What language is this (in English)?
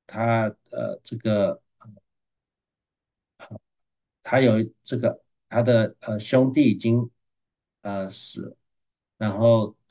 Chinese